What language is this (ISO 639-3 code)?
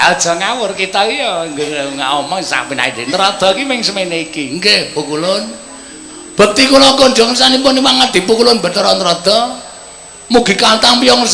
jav